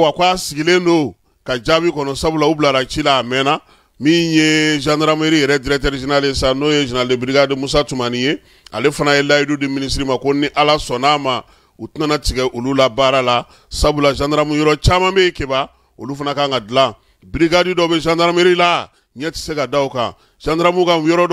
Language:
Bambara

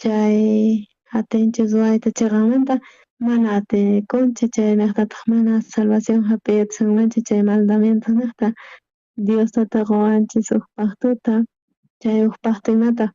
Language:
South Bolivian Quechua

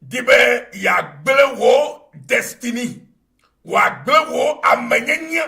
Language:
Ewe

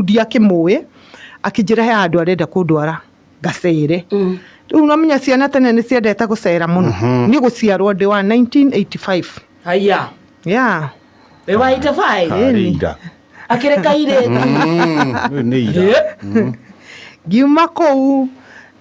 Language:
Kikuyu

